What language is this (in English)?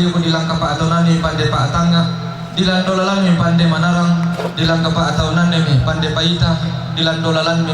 Toraja-Sa'dan